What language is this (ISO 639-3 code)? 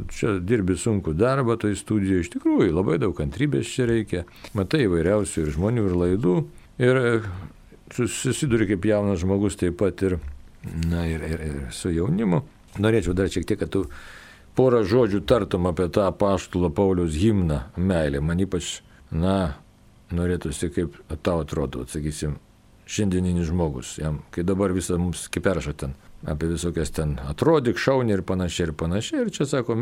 lit